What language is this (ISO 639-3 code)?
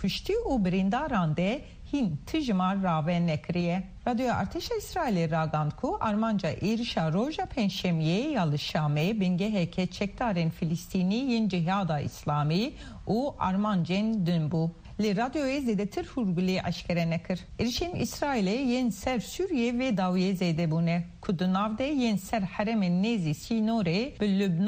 kur